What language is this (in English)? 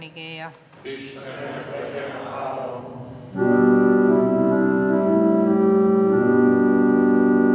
Hungarian